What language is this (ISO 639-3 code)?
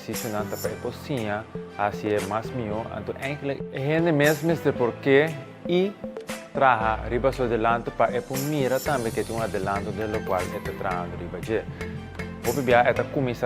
pap